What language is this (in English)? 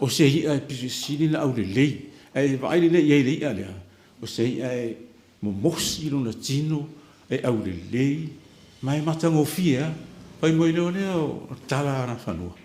Samoan